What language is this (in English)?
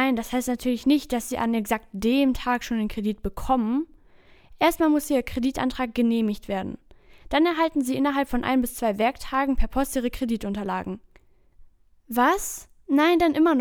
German